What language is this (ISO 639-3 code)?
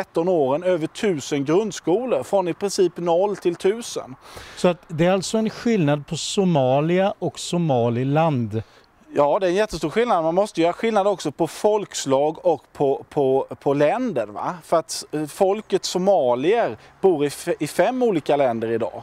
swe